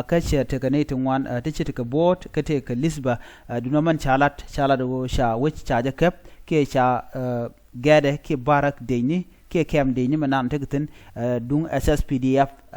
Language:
Nuer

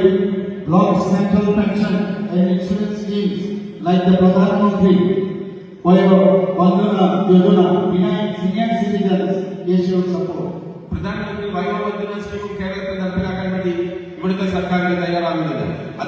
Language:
Kok Borok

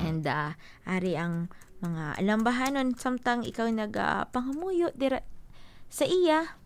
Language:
Hiligaynon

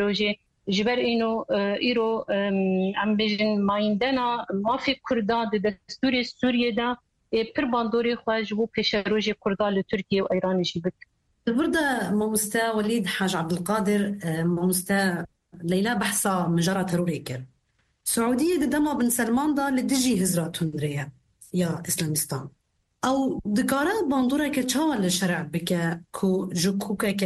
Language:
Kurdish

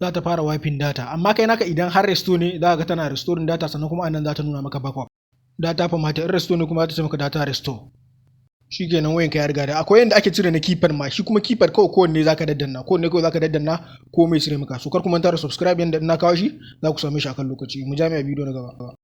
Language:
Hausa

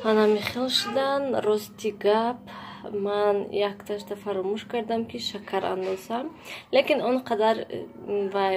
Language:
Tajik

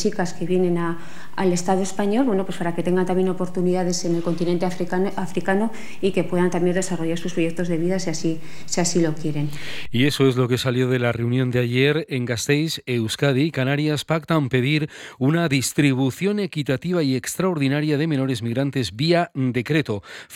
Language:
Spanish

